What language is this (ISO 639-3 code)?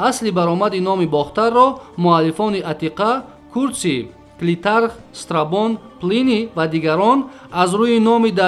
tgk